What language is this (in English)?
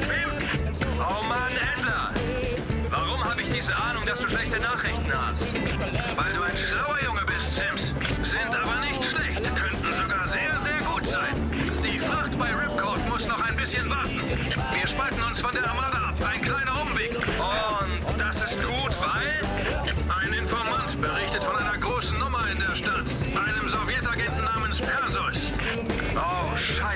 Bavarian